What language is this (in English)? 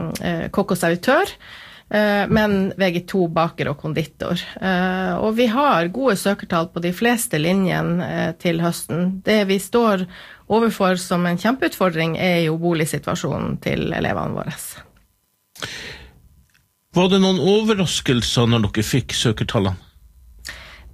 Norwegian